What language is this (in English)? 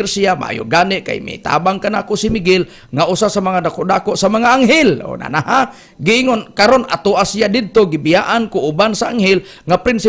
Cebuano